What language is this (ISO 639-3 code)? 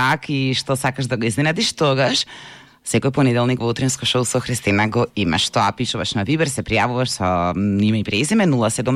mkd